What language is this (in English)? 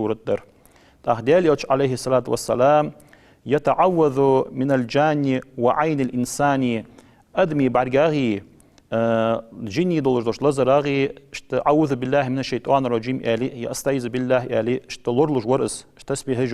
Ingush